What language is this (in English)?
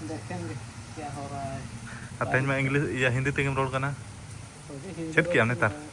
Santali